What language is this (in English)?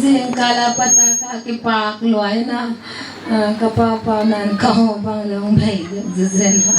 Paite Chin